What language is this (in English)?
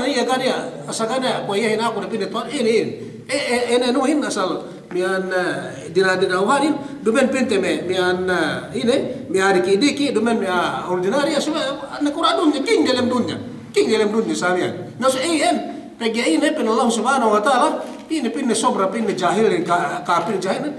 Yakan